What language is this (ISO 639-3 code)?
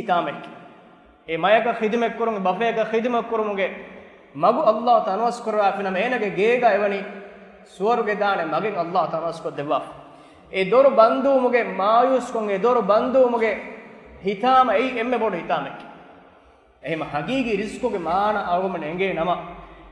div